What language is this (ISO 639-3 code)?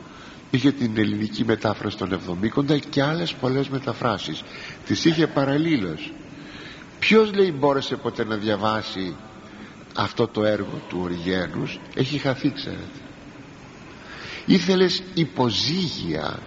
ell